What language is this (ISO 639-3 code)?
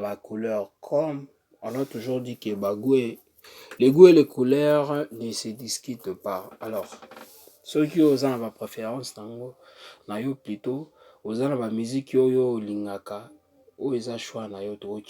lin